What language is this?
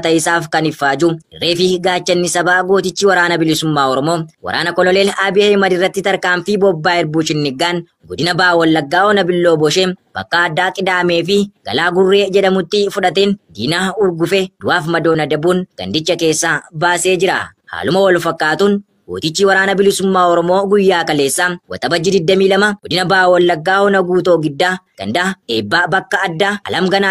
Oromo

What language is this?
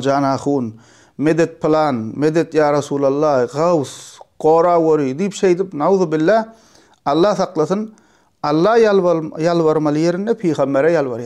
Turkmen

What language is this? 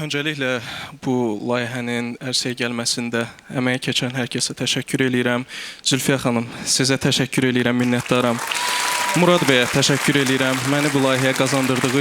Azerbaijani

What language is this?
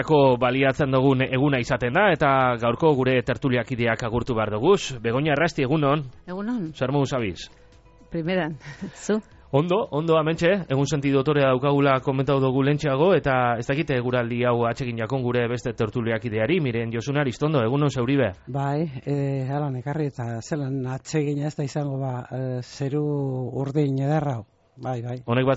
Basque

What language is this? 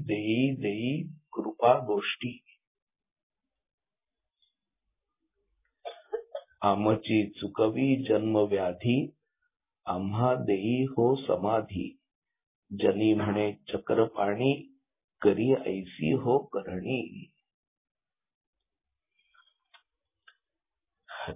Marathi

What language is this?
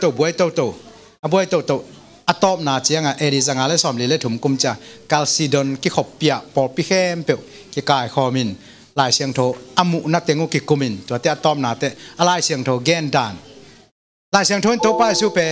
Tedim Chin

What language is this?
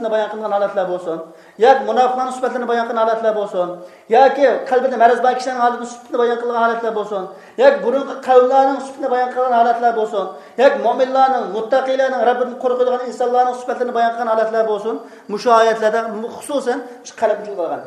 Uyghur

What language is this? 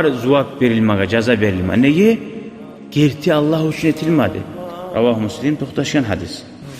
Kumyk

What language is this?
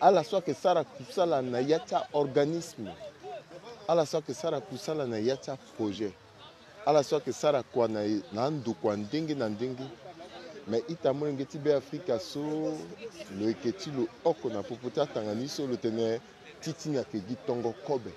Sango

